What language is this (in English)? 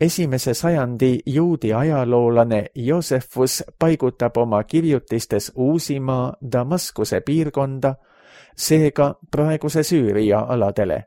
Estonian